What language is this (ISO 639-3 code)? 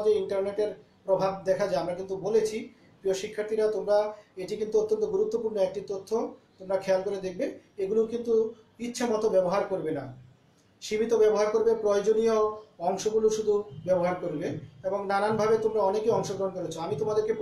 ben